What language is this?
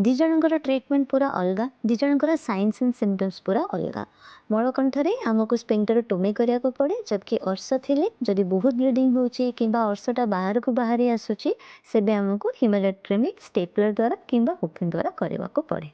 Odia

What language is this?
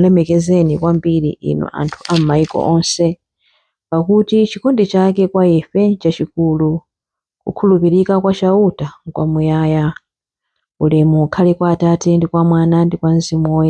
Nyanja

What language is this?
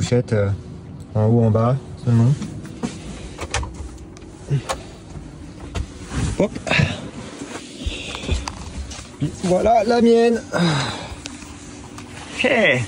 French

